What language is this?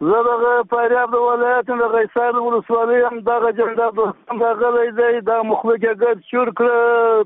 Persian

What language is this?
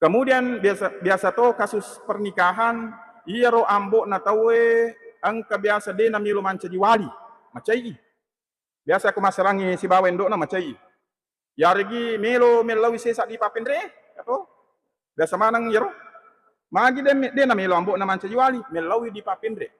Buginese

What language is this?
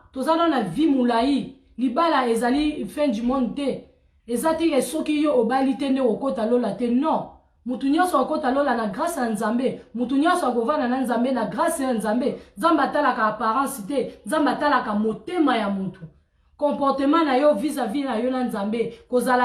Lingala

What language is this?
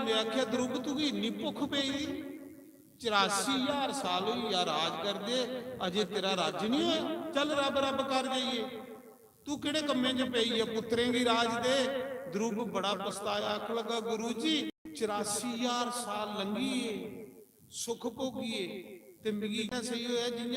Dogri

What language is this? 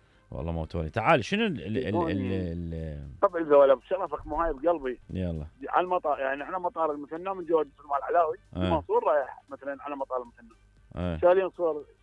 Mesopotamian Arabic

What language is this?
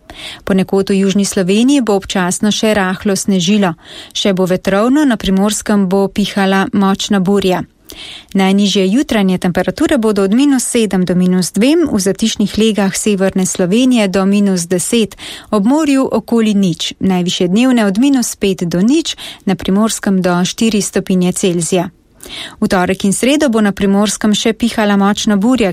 Slovenian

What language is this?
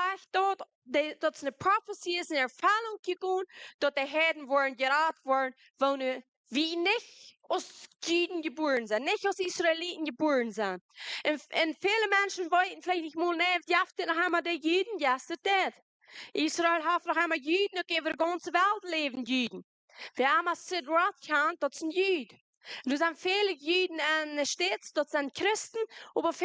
Plautdietsch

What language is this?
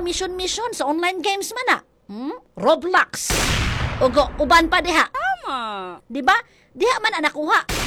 Cebuano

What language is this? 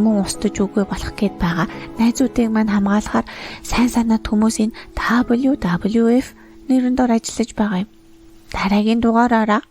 Mongolian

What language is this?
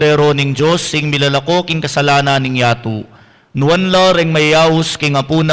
Pampanga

